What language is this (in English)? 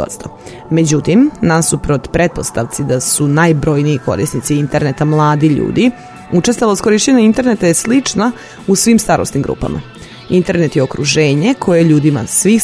Serbian